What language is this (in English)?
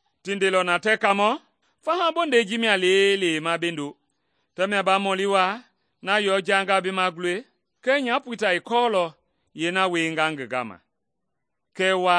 Mende